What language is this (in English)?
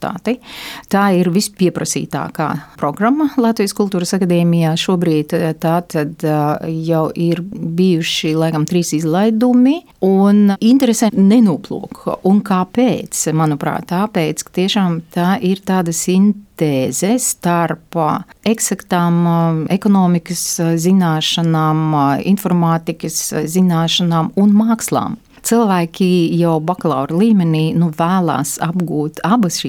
Latvian